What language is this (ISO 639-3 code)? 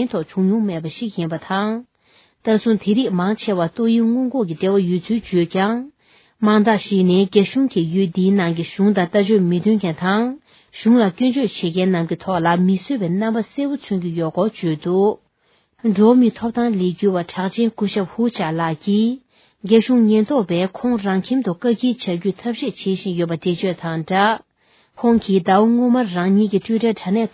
bod